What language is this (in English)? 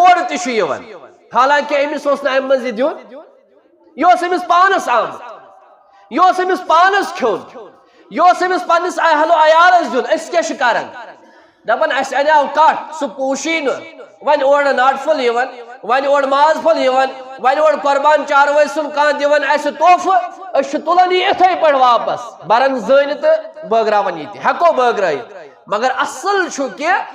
Kashmiri